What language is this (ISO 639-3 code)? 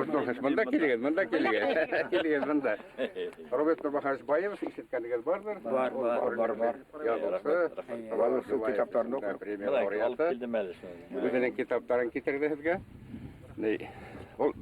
bak